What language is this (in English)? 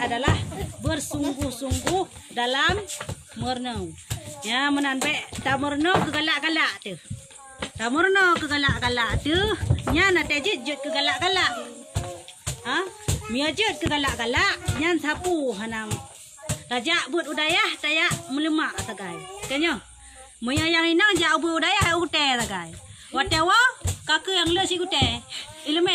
Achinese